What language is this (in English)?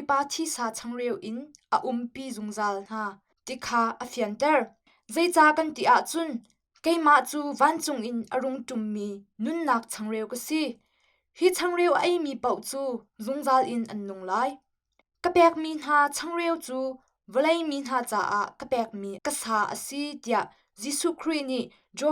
Hakha Chin